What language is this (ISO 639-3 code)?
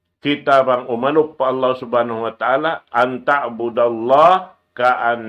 tsg